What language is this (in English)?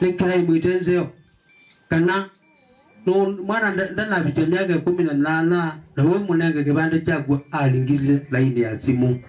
Kamba